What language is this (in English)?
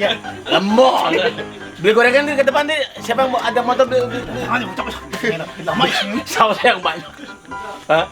Betawi